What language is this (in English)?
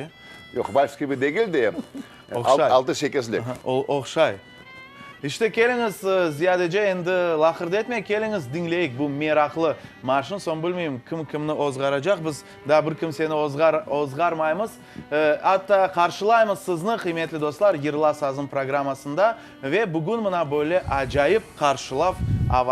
Crimean Tatar